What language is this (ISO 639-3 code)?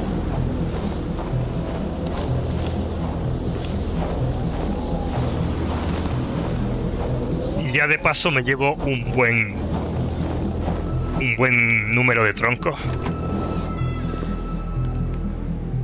spa